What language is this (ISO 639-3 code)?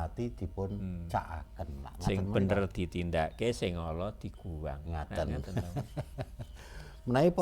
jav